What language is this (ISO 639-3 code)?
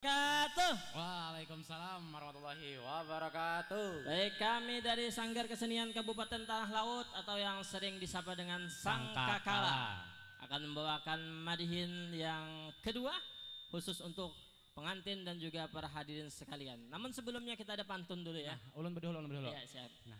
bjn